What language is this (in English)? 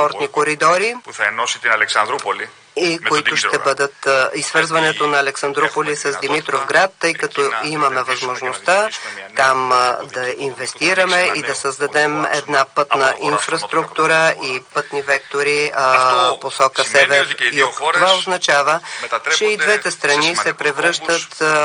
Bulgarian